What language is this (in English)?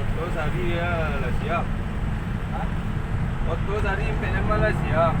Minangkabau